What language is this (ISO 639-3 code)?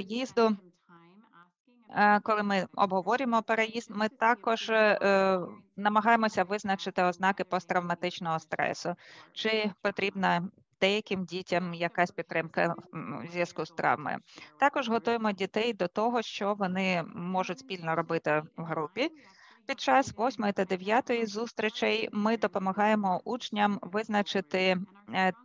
ukr